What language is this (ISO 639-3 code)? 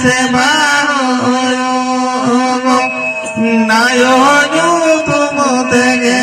sat